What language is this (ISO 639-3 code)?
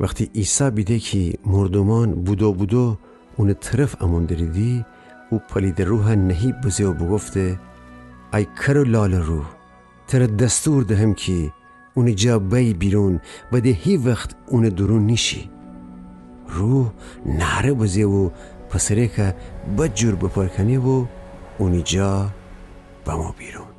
glk